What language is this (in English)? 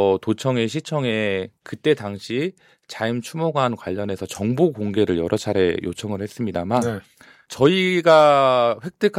Korean